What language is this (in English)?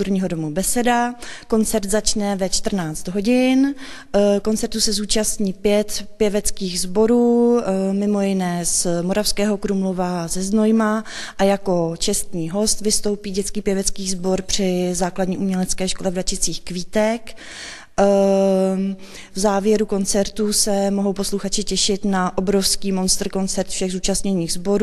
Czech